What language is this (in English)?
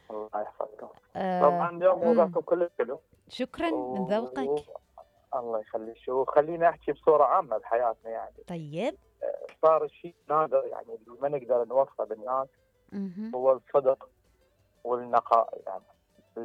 Mesopotamian Arabic